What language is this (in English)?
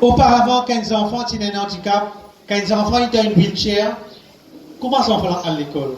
Morisyen